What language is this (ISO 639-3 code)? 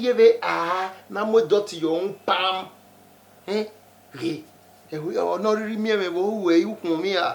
bin